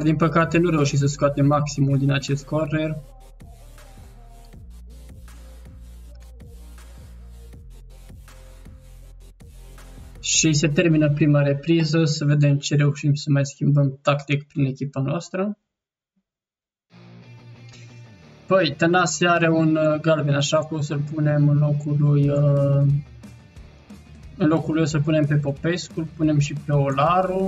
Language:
Romanian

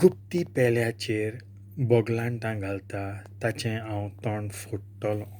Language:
Konkani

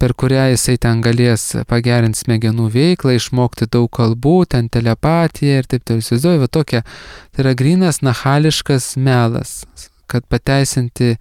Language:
Lithuanian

